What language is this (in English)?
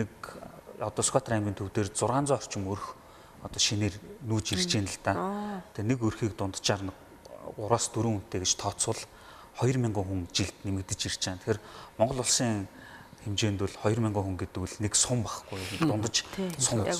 Mongolian